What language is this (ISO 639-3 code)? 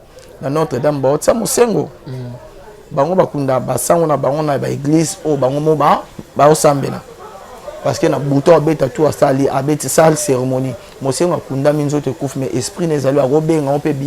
lin